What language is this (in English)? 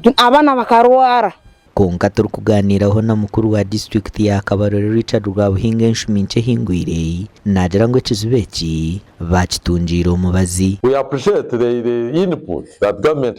Nyankole